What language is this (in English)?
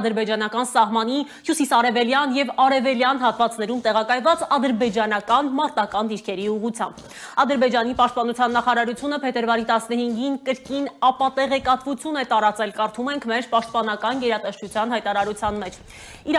Armenian